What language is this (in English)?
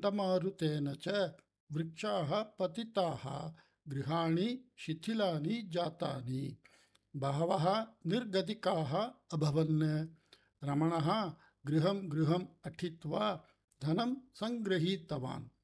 Sanskrit